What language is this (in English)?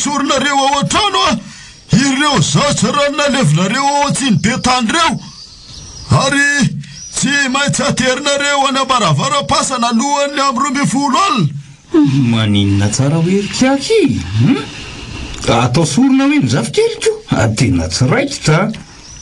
Malagasy